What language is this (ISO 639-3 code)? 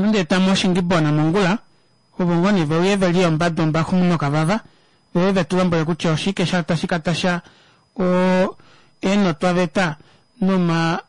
kua